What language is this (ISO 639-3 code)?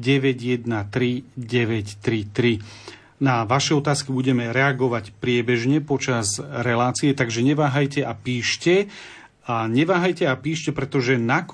slk